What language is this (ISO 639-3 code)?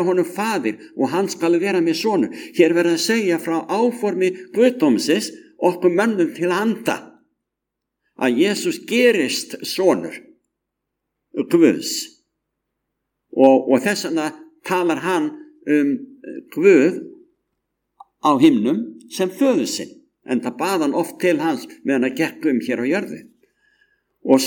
isl